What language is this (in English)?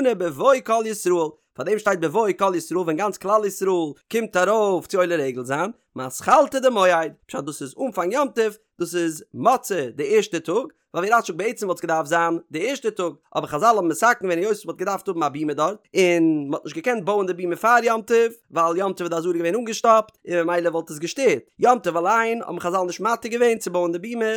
Yiddish